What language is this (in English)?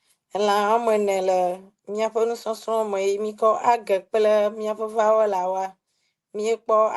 Ewe